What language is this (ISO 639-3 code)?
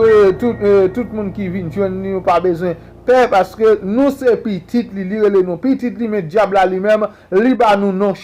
hat